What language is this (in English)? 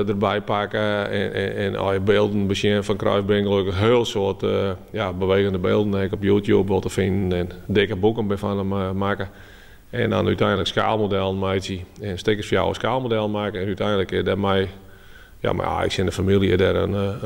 Western Frisian